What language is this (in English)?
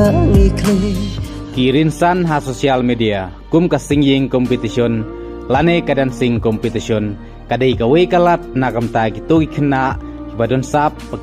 Khasi